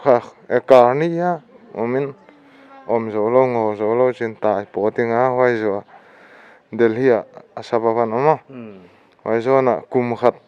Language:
Paite Chin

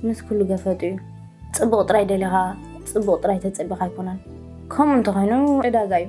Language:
Tigrinya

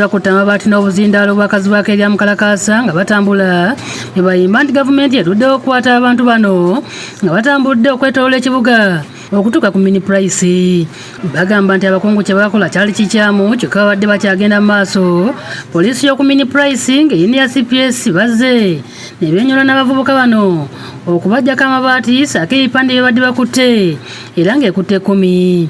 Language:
Ganda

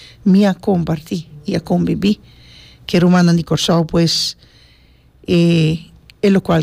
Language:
Papiamento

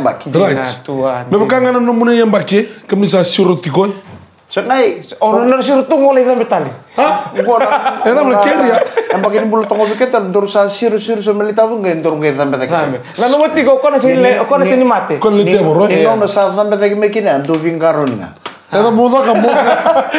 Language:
Fijian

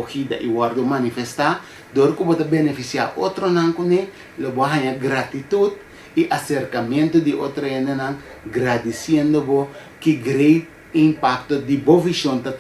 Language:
Papiamento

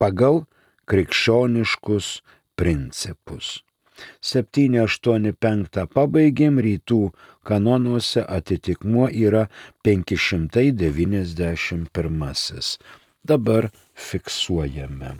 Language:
Lithuanian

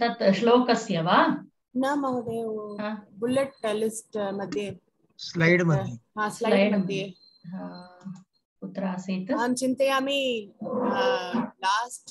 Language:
Sanskrit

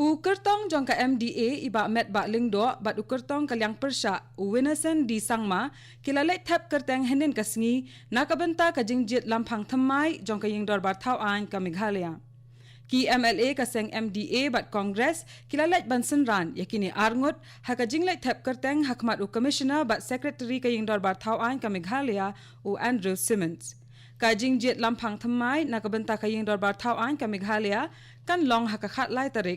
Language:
Khasi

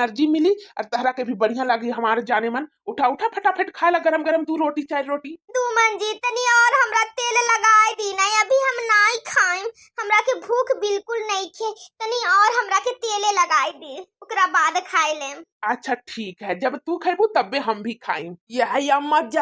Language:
Bhojpuri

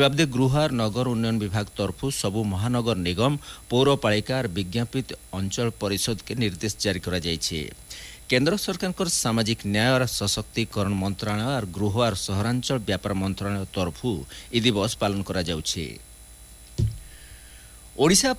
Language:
Odia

